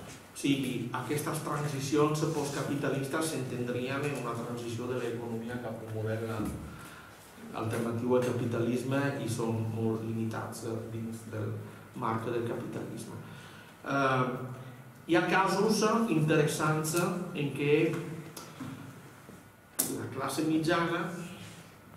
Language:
Catalan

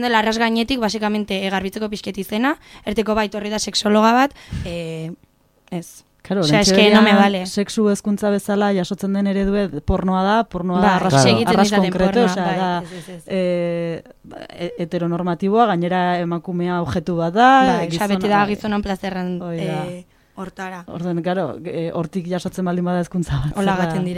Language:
Basque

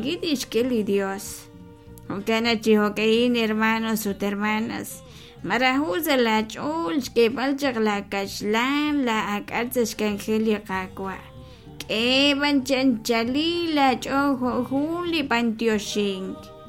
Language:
Kekchí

